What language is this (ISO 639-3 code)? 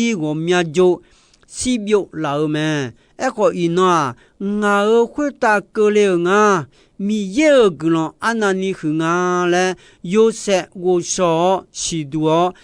ahk